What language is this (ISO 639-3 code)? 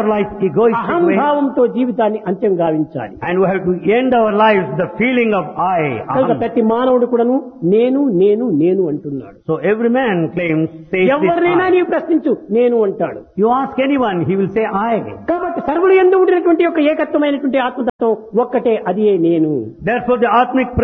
tel